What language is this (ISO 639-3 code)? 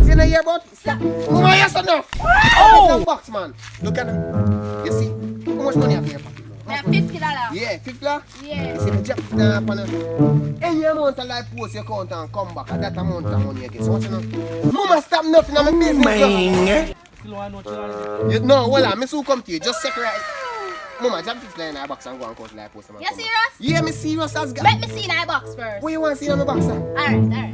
jam